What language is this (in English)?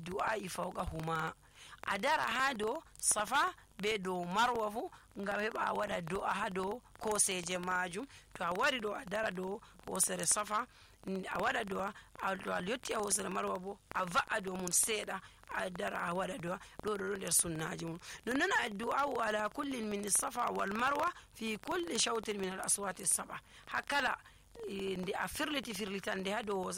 Nigerian Fulfulde